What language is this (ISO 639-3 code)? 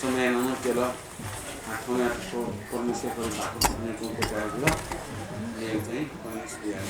new